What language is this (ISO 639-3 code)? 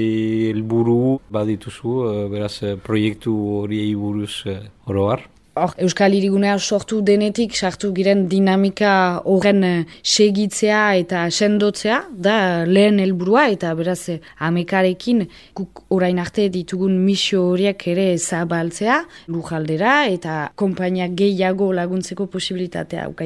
eus